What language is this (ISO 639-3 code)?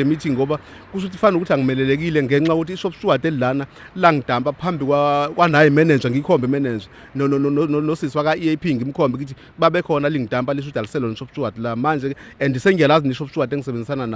zul